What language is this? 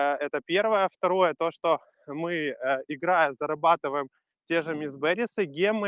Russian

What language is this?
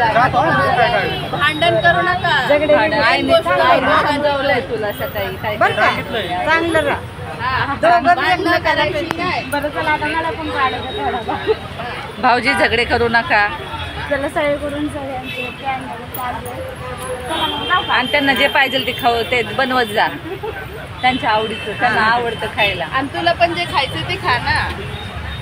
Marathi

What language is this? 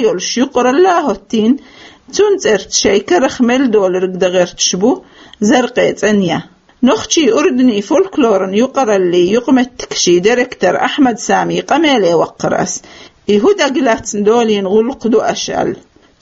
Chechen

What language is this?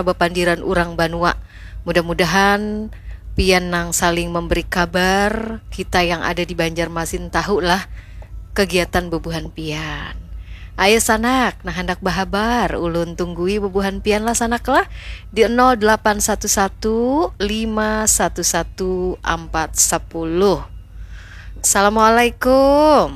Banjar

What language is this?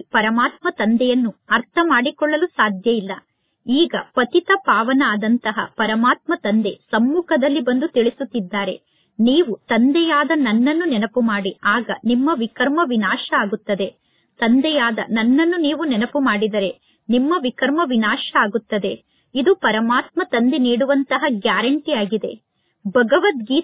Kannada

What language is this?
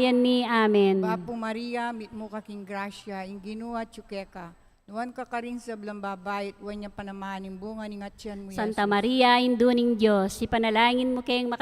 Pampanga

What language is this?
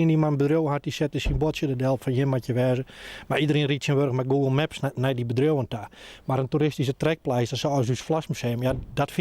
Western Frisian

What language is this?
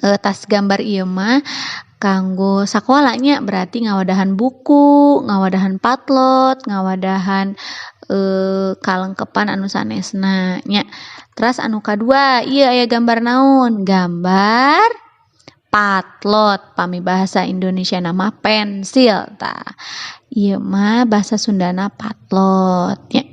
Sundanese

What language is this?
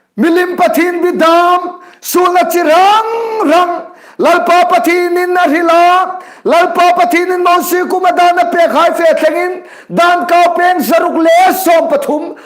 Hmar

